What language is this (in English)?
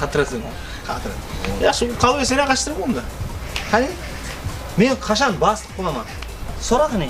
Kara-Kalpak